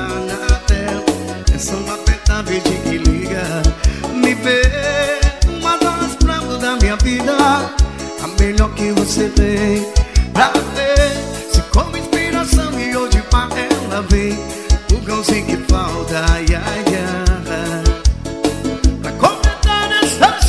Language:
Portuguese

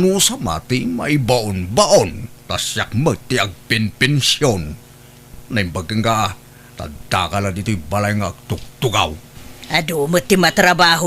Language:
Iloko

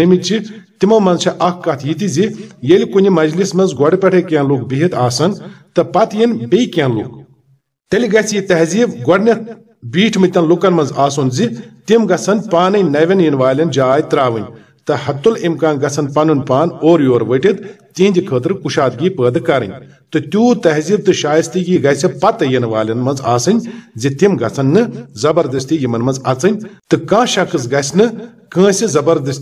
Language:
Kashmiri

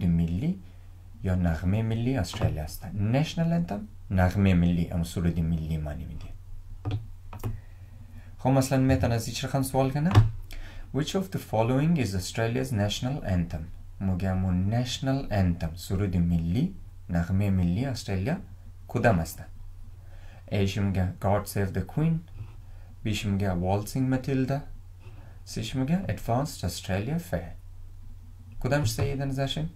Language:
Persian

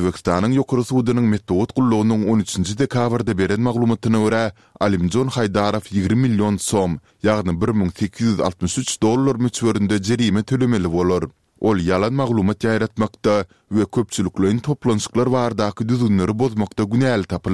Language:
Turkmen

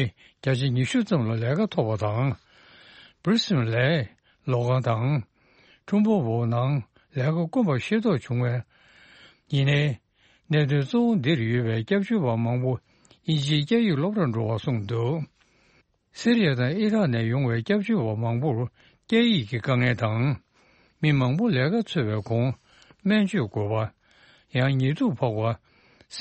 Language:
Tibetan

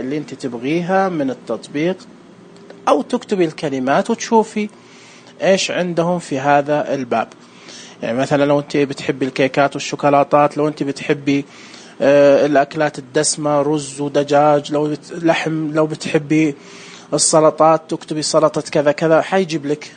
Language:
Najdi Arabic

